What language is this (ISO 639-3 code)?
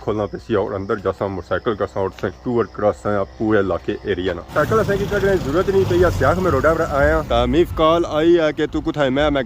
phr